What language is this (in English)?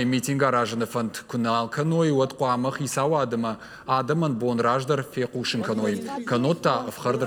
Ossetic